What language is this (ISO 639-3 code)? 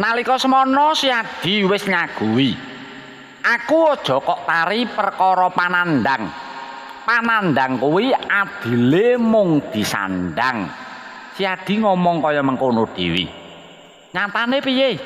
jav